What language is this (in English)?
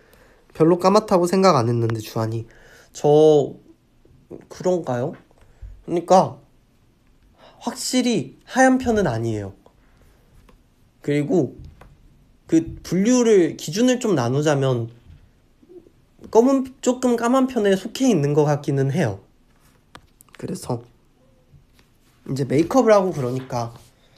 Korean